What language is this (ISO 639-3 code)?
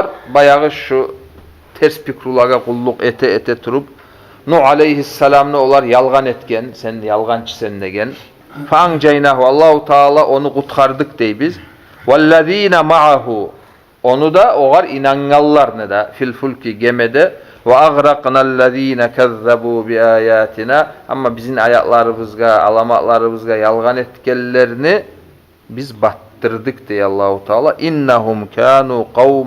kum